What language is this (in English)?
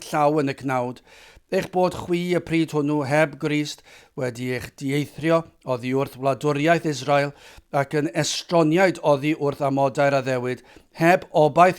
Welsh